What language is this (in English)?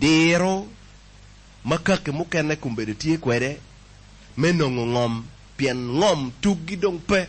Acoli